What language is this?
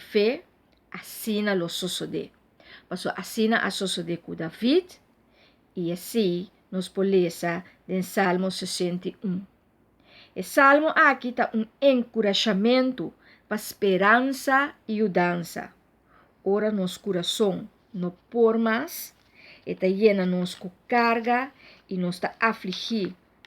Papiamento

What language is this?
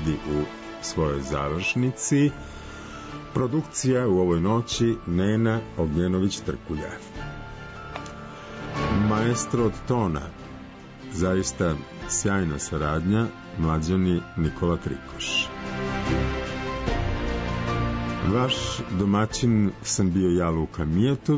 Serbian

